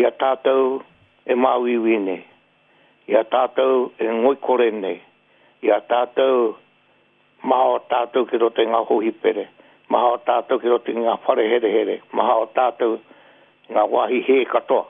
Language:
Māori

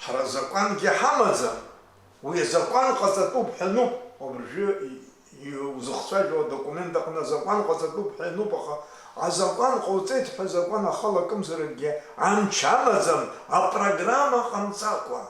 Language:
Abkhazian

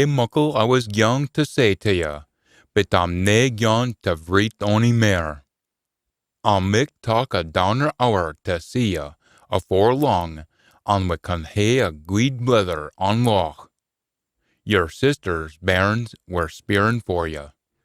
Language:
Scots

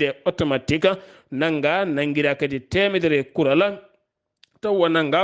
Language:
Fula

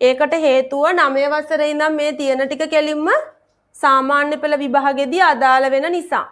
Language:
Sinhala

